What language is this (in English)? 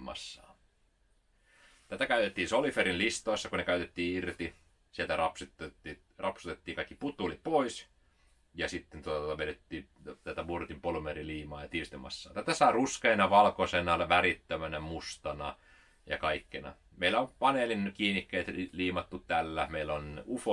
Finnish